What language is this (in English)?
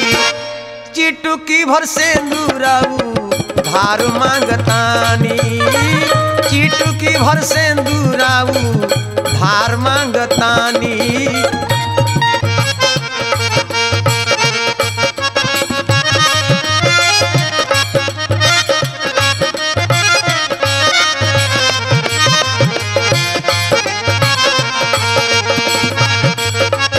Bhojpuri